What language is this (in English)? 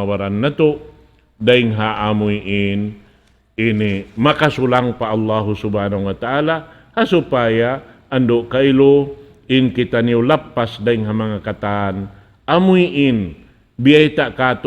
Tausug